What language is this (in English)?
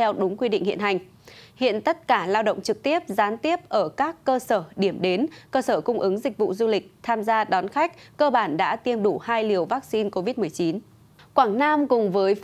Vietnamese